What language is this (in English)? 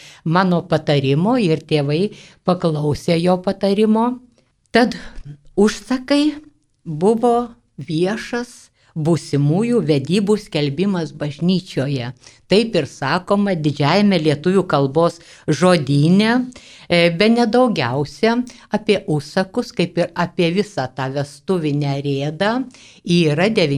Lithuanian